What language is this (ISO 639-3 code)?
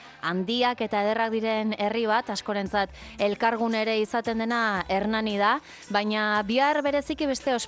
eus